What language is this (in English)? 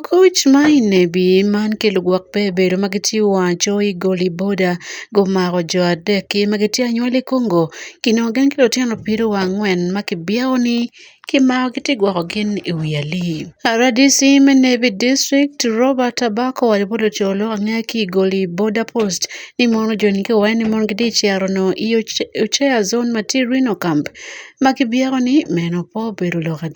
Acoli